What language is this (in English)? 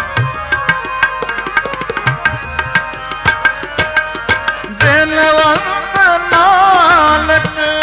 Punjabi